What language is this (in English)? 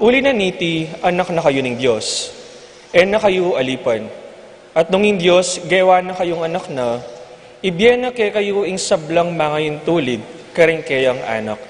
Pampanga